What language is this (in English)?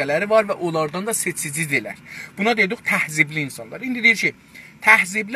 South Azerbaijani